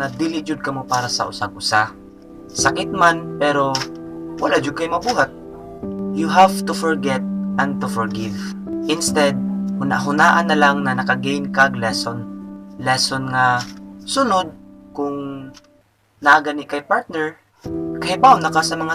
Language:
Cebuano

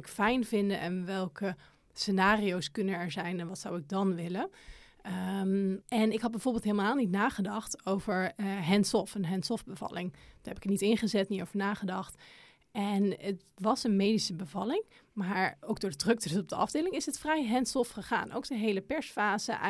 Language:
Dutch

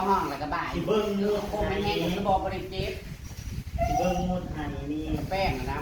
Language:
Northeastern Thai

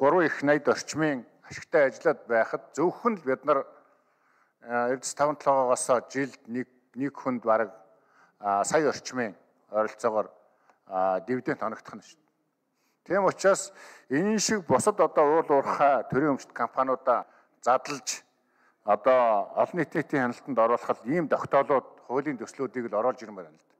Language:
Mongolian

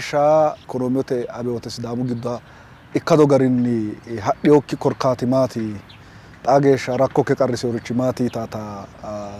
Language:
Sidamo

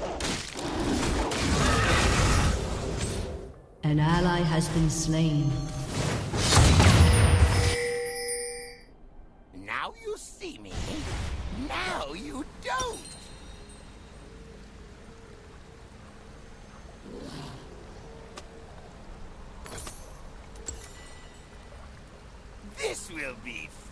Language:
English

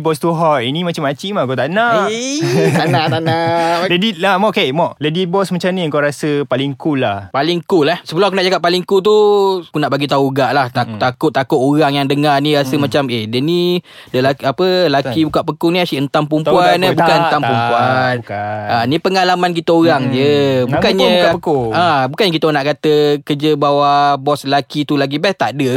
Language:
Malay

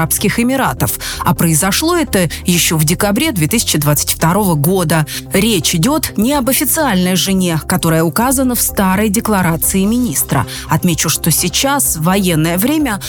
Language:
Russian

